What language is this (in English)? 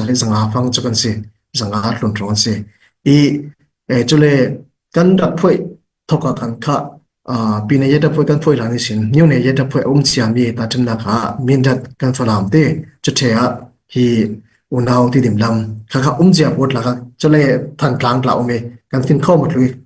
Falam Chin